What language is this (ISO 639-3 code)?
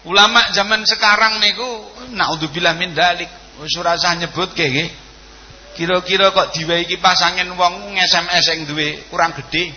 jav